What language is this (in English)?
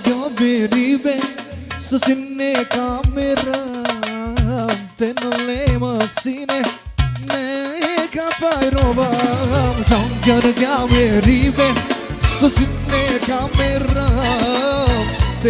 Balkan Romani